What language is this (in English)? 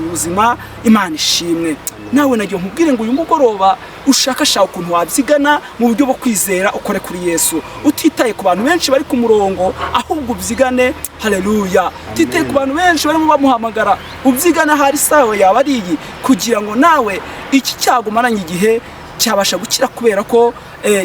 Kinyarwanda